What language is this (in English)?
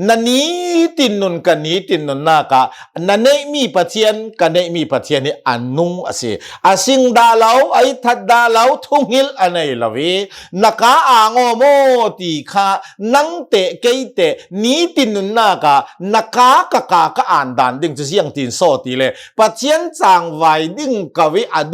Hakha Chin